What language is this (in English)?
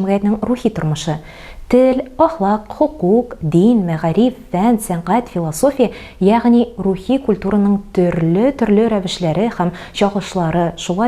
Tatar